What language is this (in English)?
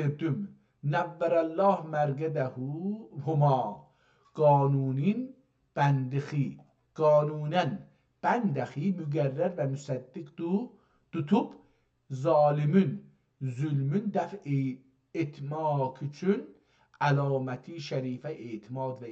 South Azerbaijani